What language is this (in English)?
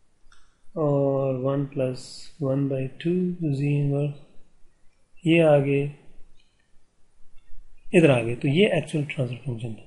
Urdu